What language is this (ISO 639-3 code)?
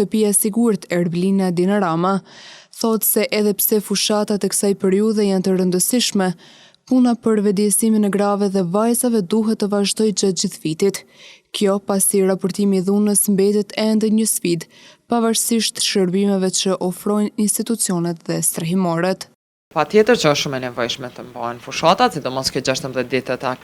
sqi